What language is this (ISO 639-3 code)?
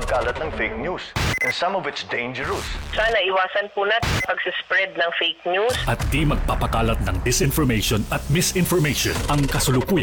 fil